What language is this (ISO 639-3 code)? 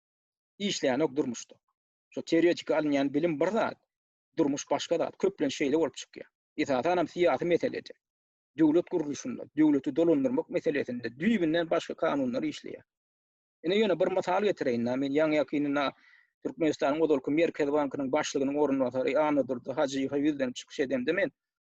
tuk